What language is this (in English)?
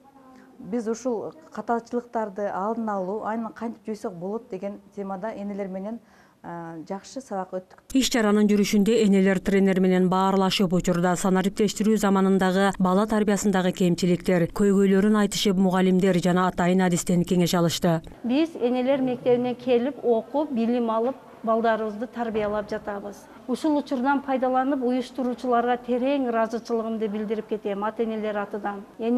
Kyrgyz